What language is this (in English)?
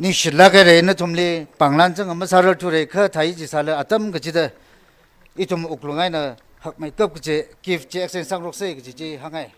Tangkhul Naga (India)